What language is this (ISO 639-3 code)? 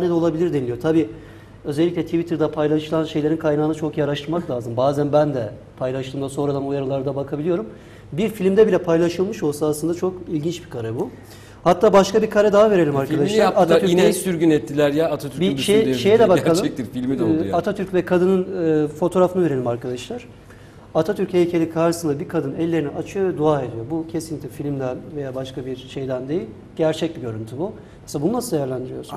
tur